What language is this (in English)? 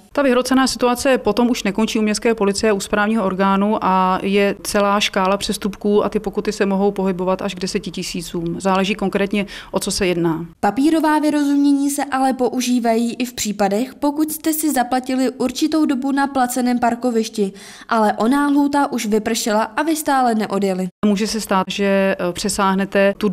Czech